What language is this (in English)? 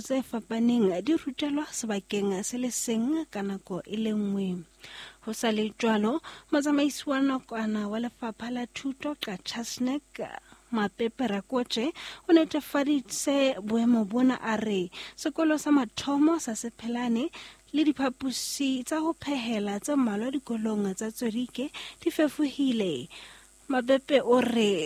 Southern Sotho